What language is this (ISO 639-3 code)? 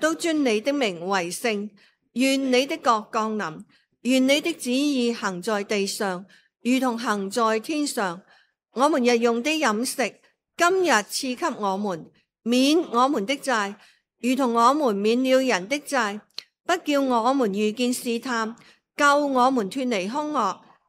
yue